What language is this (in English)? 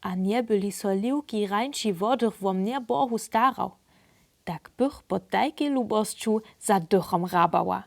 Upper Sorbian